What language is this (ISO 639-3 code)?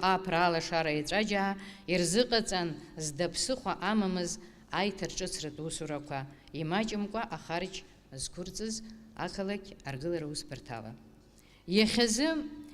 abk